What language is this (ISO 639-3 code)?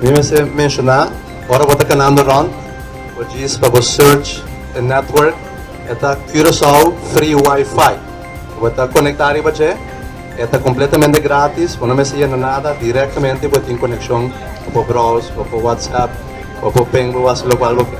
pap